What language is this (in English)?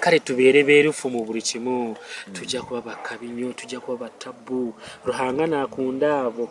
Nyankole